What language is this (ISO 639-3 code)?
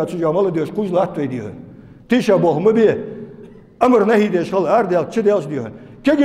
inh